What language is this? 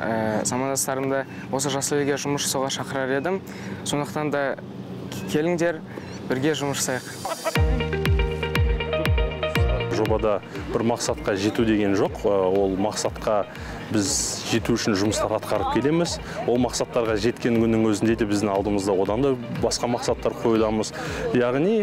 Kazakh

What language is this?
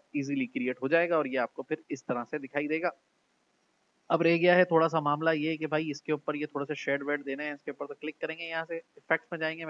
Hindi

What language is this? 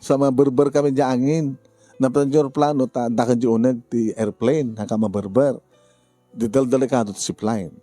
Iloko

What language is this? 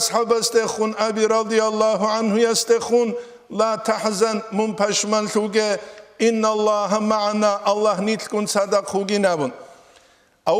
Avaric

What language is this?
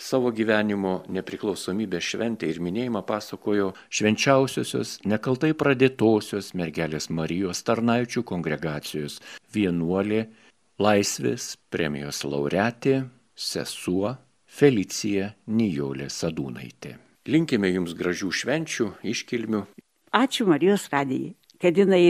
Lithuanian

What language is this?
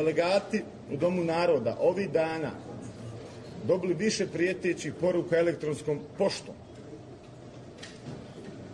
Bosnian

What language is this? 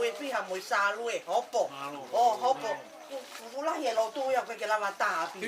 Tongan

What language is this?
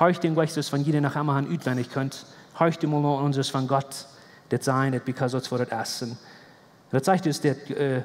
Plautdietsch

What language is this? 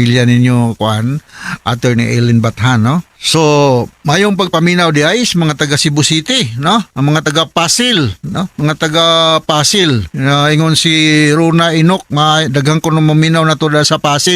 Cebuano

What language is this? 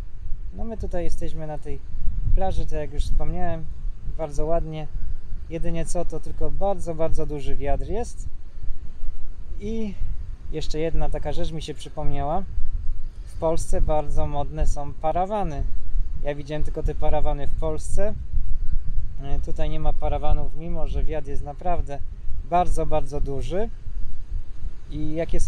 Polish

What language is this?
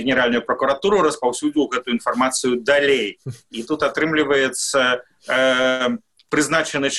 Belarusian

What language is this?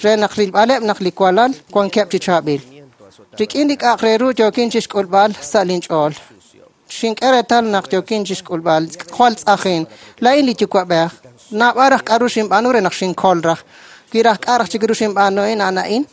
Kekchí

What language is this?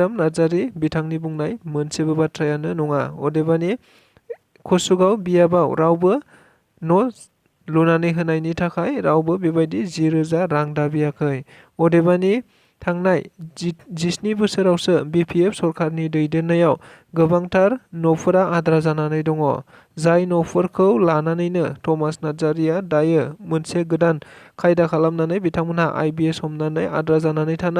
Bodo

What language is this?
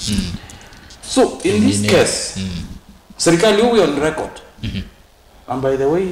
Kamba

